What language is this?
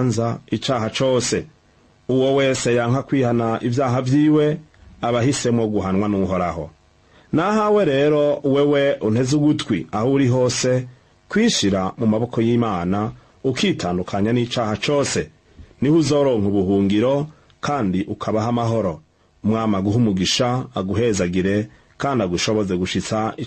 Rundi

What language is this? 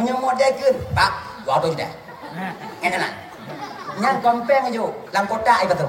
Achinese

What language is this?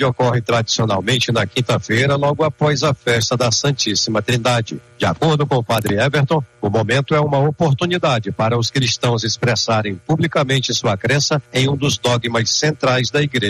Portuguese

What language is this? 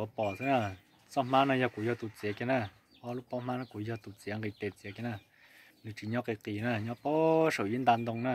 Hmong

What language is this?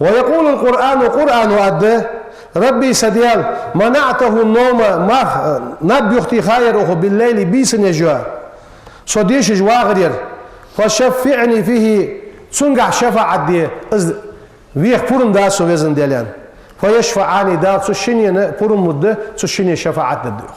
Ingush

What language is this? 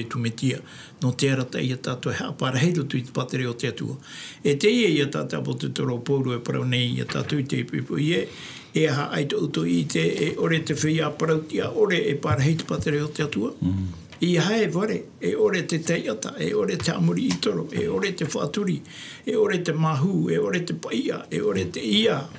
Tahitian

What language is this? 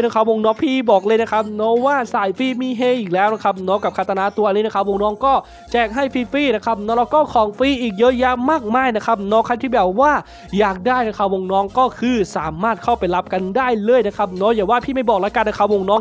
Thai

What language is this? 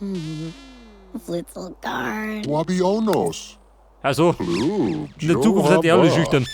Bavarian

